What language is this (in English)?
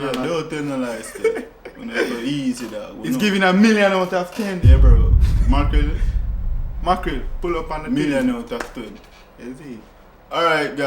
Jamaican Creole English